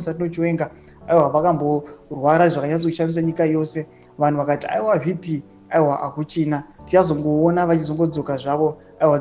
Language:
Shona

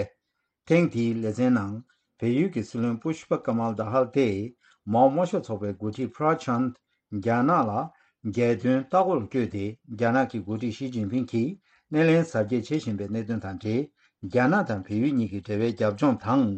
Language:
Tibetan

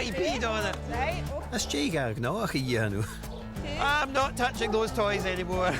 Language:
Scottish Gaelic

